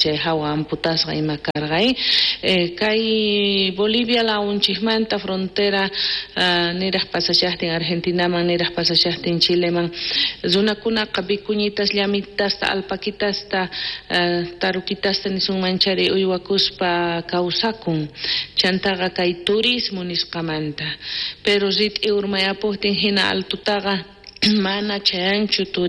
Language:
South Bolivian Quechua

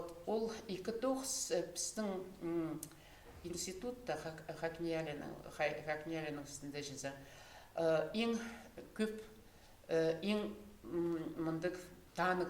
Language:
Khakas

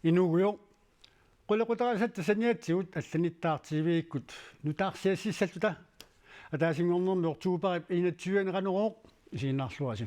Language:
Kalaallisut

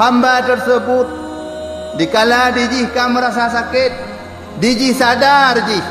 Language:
Achinese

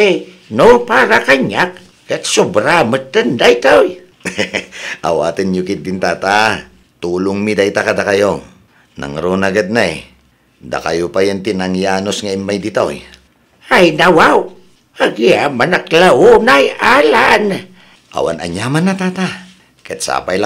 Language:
Iloko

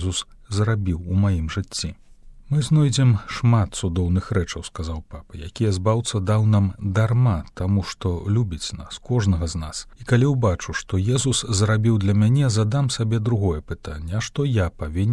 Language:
Belarusian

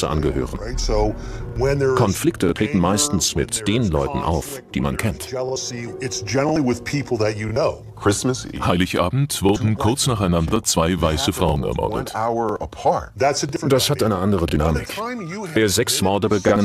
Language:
German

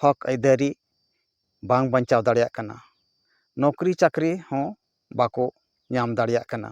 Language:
Santali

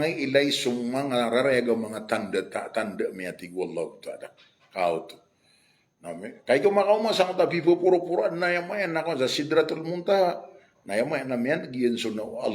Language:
Maranao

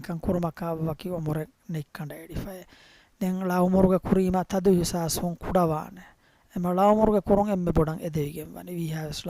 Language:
Divehi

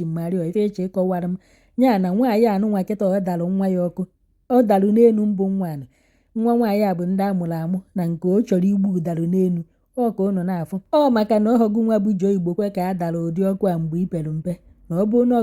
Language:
Igbo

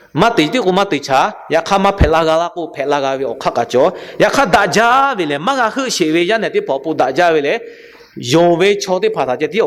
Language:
Lahu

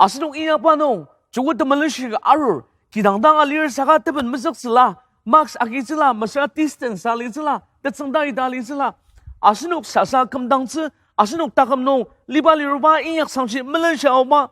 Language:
Ao Naga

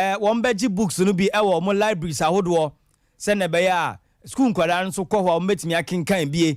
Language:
Akan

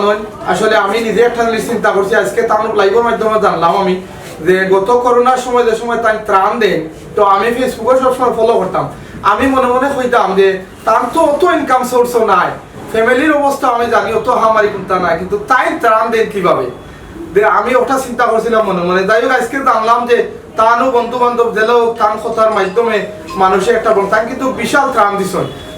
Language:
Sylheti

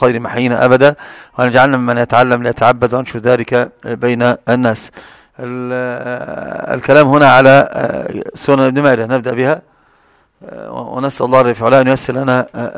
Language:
Arabic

